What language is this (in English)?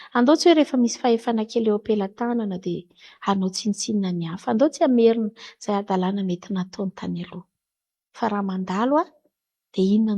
Malagasy